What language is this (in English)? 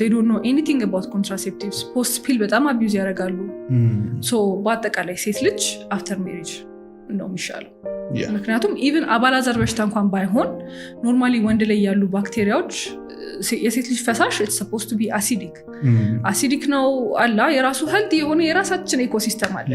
Amharic